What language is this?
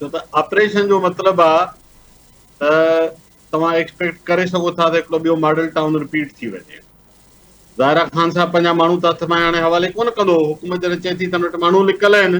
Sindhi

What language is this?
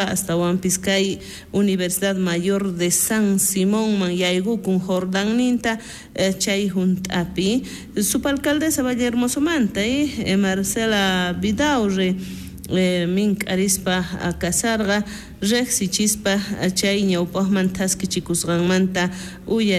South Bolivian Quechua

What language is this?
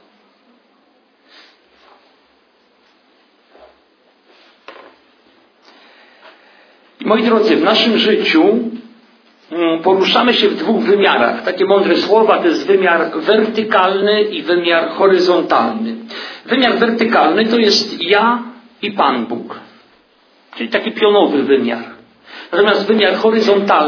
Polish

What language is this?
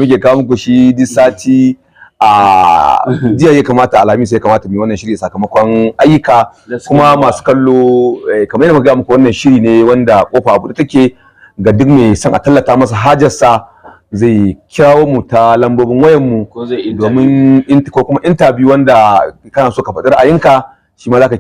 Hausa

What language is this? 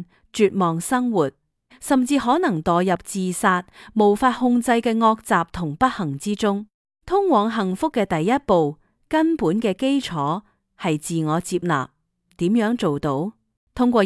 Cantonese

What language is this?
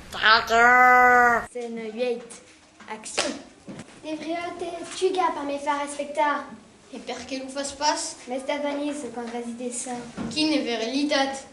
Occitan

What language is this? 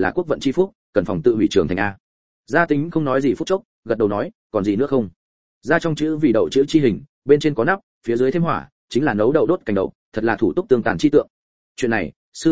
Vietnamese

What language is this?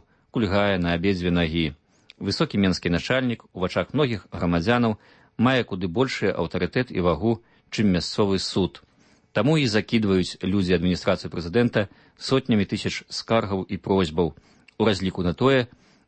Belarusian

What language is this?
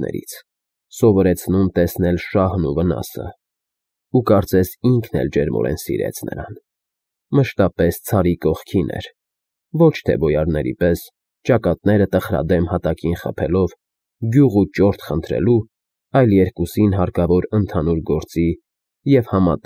Armenian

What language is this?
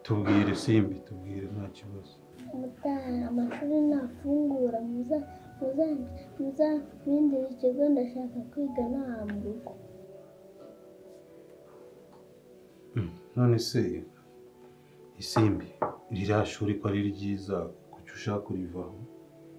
Kinyarwanda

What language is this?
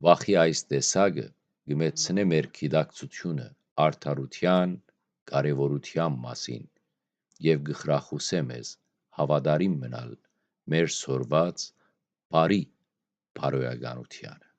Western Armenian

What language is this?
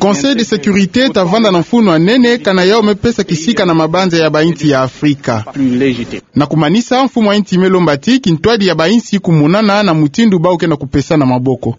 Kituba (Democratic Republic of Congo)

